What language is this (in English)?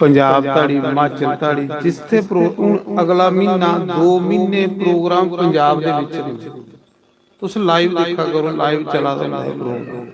Dogri